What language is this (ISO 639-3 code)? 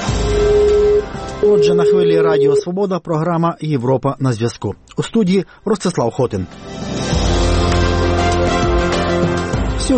ukr